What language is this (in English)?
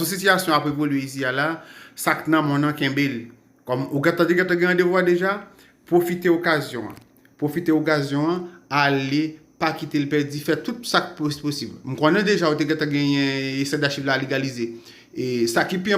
Haitian Creole